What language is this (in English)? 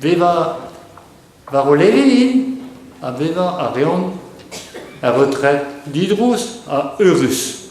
Breton